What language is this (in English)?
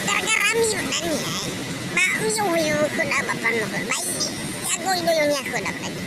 Nias